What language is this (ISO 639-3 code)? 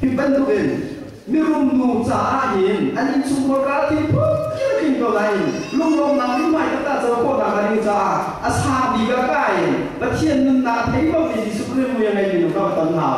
cnh